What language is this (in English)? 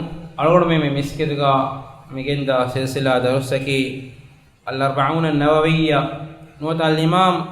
Divehi